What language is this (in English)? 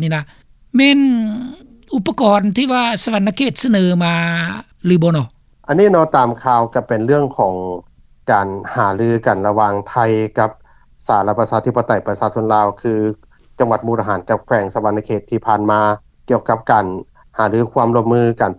Lao